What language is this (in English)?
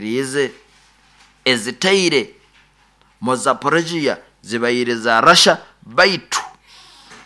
Nyoro